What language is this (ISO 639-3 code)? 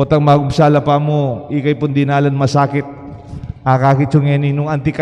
pam